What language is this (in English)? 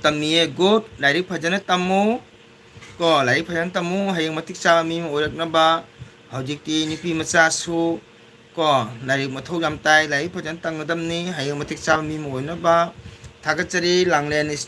Manipuri